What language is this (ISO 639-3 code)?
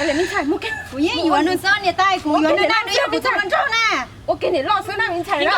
hmn